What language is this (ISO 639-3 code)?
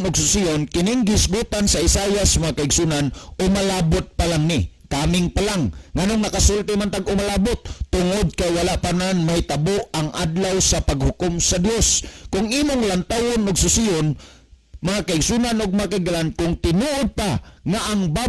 ceb